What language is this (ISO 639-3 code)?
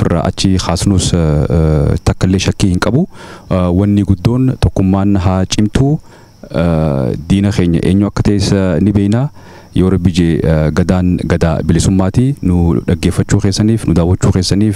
orm